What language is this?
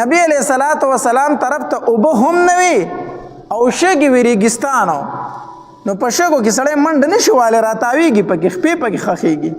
Pashto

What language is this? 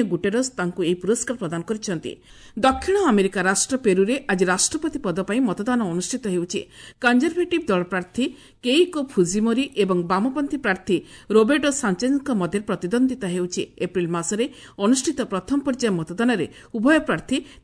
Odia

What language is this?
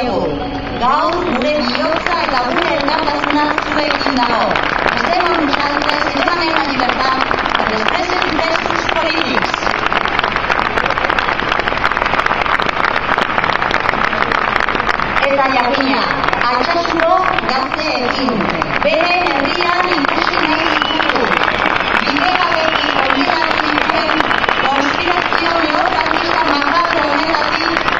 Basque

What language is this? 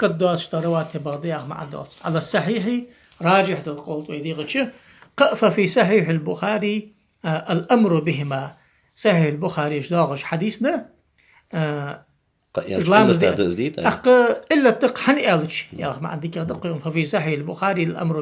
Ingush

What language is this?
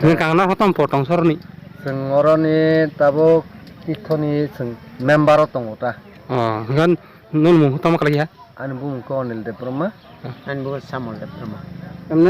Kok Borok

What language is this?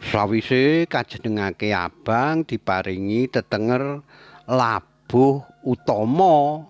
Javanese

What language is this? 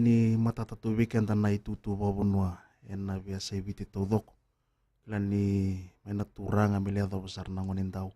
Fijian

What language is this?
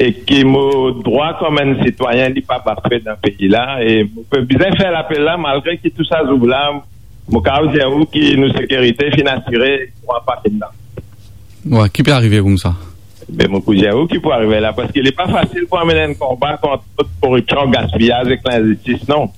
Morisyen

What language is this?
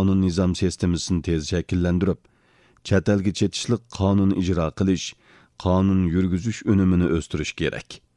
Uyghur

